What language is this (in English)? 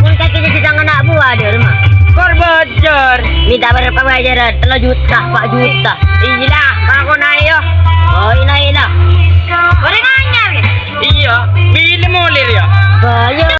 Madurese